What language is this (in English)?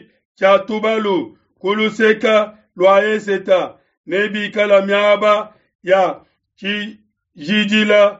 Luba-Lulua